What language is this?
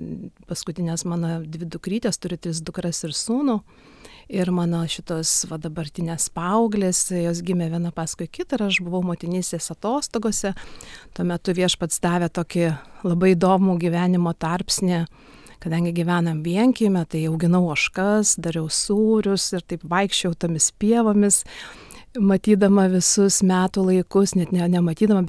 Lithuanian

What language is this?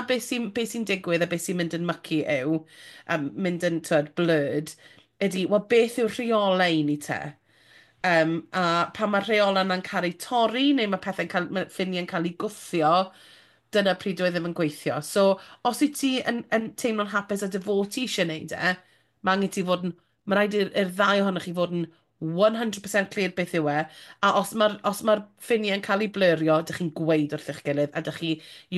Welsh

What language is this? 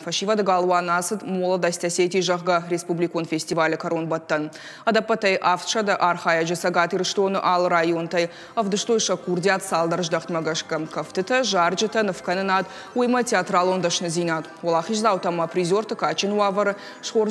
Ossetic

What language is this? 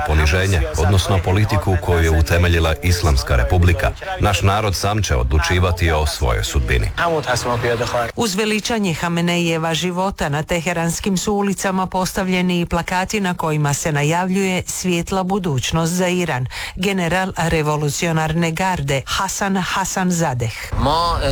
Croatian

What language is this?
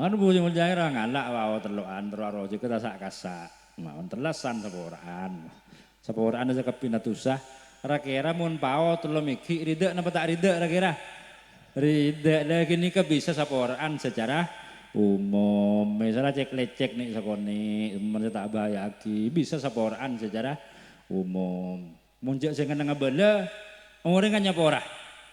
Madurese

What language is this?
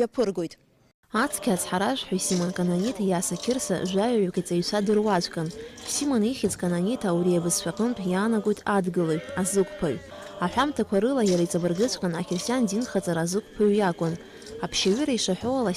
Abkhazian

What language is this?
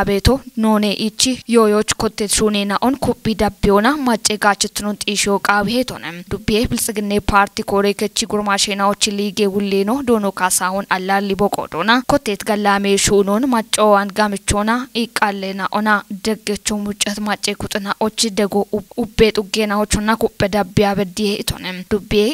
Kafa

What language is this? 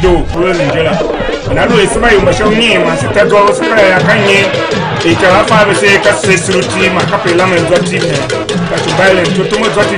Tiv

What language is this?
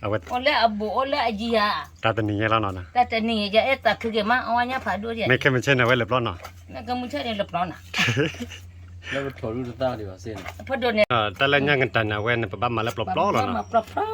S'gaw Karen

